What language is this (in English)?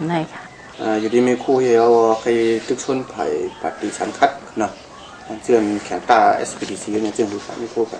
Shan